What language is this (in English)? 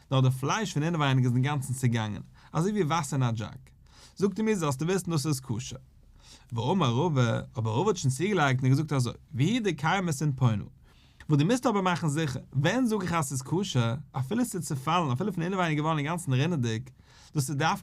Yiddish